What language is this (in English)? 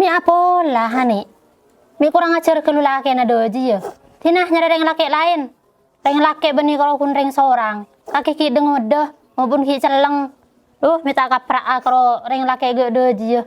Madurese